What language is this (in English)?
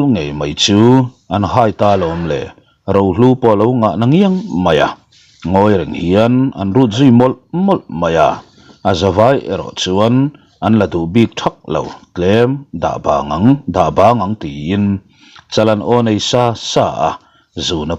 Mizo